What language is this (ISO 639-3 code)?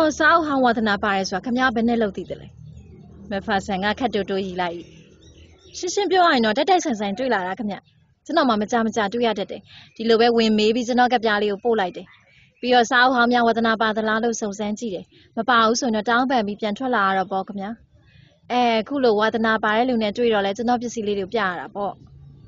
mya